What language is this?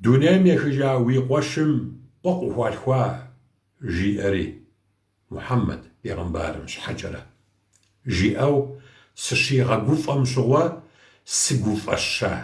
Kabardian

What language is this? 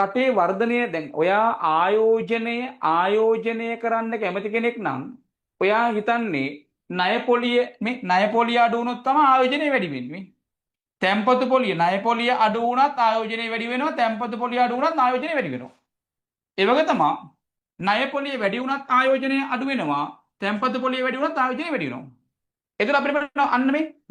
Sinhala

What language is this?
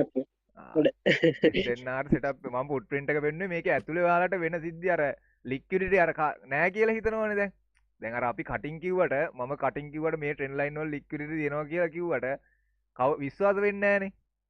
Sinhala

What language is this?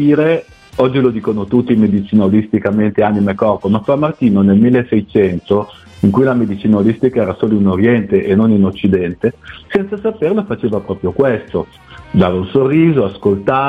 Italian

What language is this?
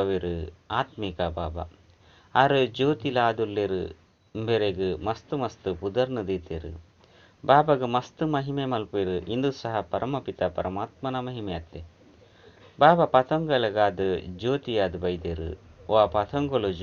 Tulu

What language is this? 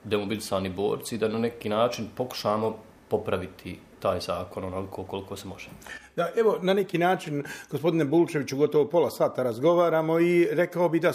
Bosnian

